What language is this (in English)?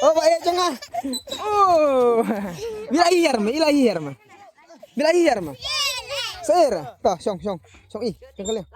Khasi